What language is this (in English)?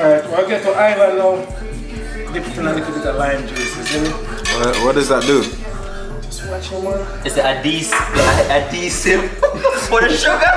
Jamaican Creole English